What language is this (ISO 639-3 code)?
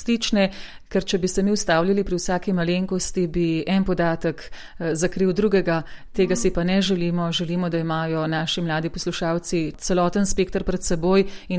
slv